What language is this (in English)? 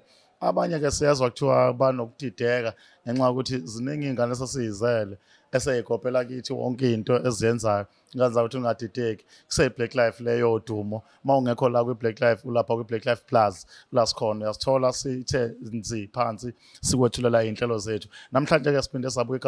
Zulu